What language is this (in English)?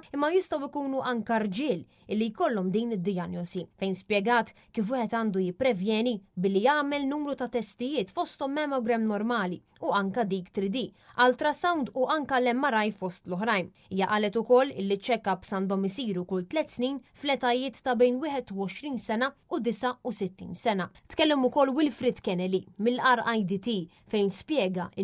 Maltese